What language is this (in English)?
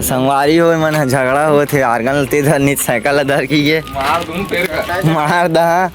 Chhattisgarhi